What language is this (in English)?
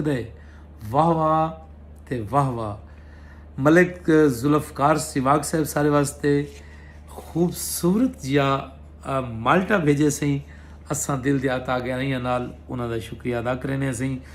Saraiki